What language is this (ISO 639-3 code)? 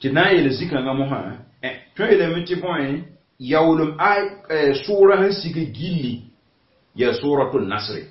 mos